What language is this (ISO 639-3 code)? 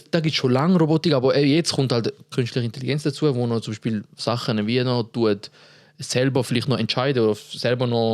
gsw